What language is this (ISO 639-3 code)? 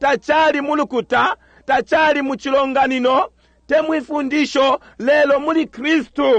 bem